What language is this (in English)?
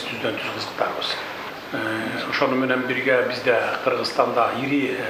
Kyrgyz